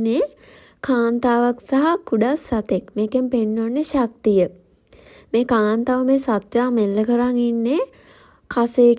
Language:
Sinhala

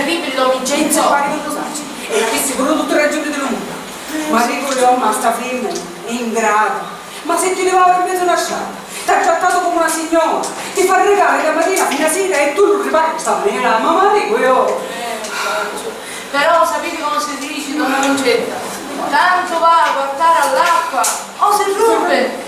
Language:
Sicilian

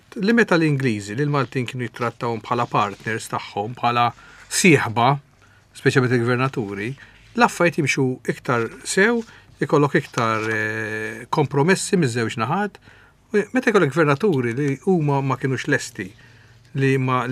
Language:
Maltese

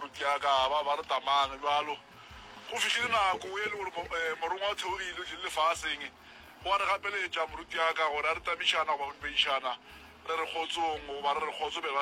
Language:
Northern Sotho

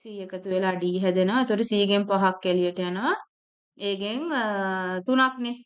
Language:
Sinhala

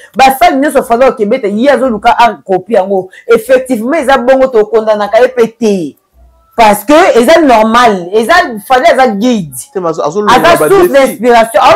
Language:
Lingala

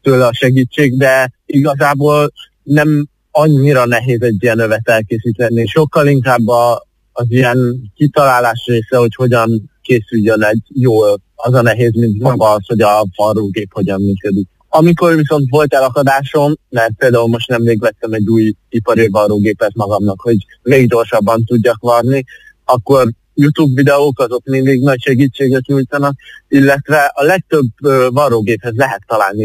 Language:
Hungarian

